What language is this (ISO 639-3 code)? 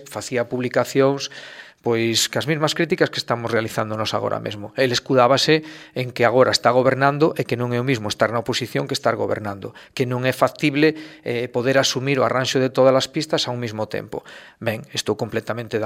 glg